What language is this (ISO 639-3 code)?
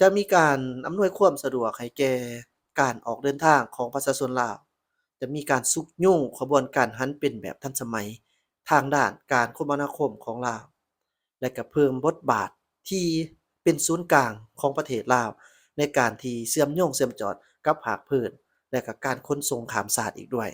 lao